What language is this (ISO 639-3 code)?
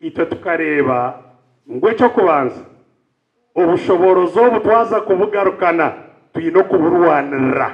nyn